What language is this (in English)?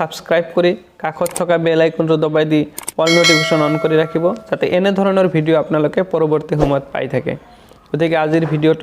Assamese